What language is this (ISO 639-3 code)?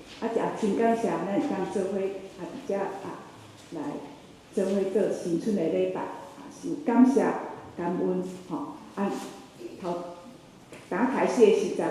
nan